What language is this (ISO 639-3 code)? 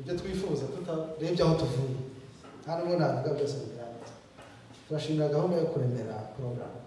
kin